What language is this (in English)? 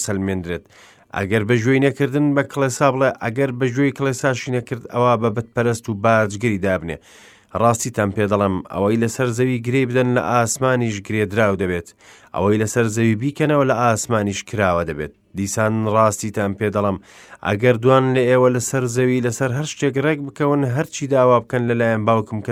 Central Kurdish